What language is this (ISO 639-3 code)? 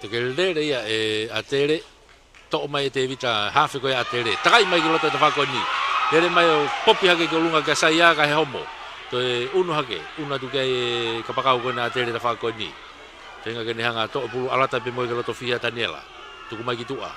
ton